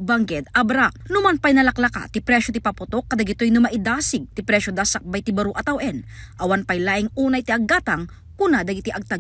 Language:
Iloko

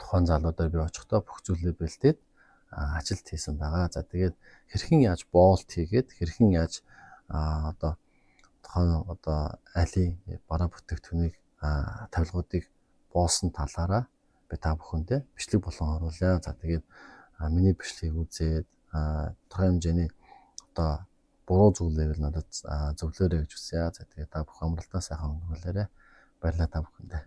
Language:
Mongolian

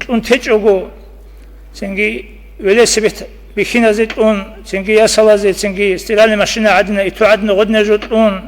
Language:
Avaric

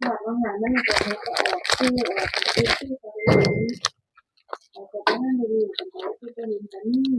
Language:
Northeastern Thai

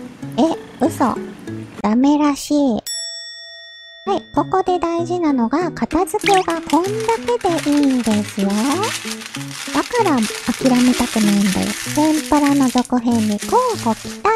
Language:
Japanese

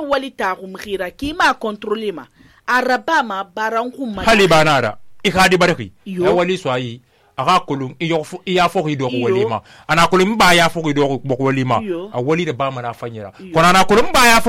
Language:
Susu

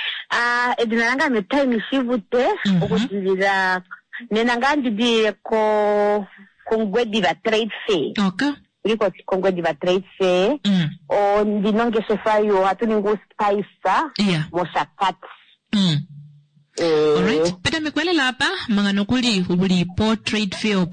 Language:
Kuanyama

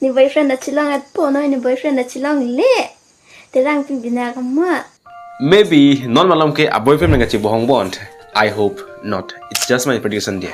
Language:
Karbi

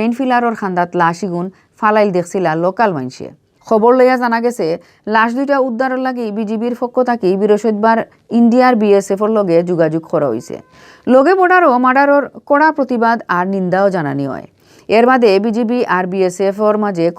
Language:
Sylheti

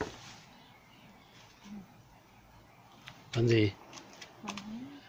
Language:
Vietnamese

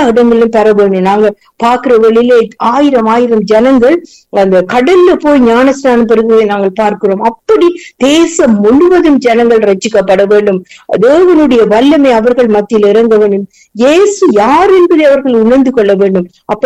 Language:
Tamil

